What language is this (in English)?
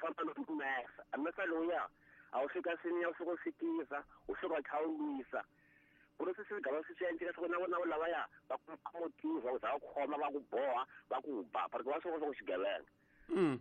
Tsonga